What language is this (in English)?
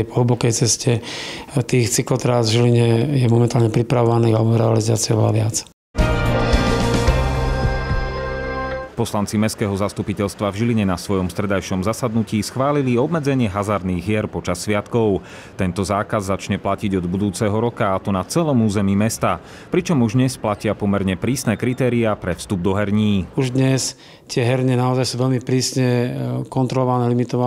Slovak